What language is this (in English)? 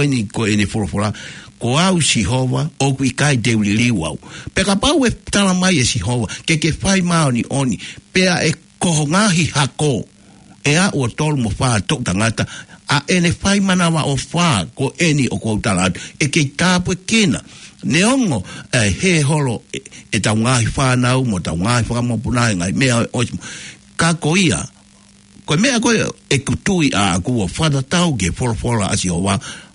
Tongan